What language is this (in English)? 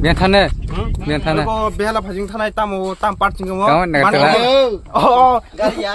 Kok Borok